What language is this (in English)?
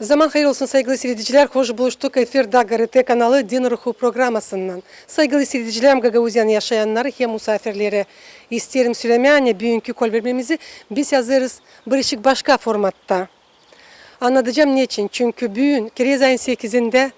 Gagauz